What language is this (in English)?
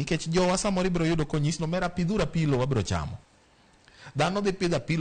Luo (Kenya and Tanzania)